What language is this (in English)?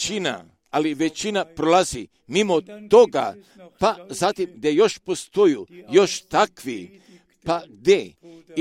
Croatian